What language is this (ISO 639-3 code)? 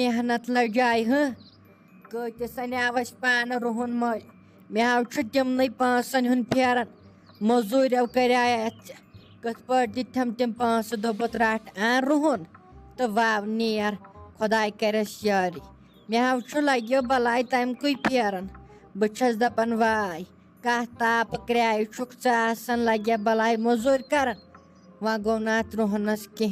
kas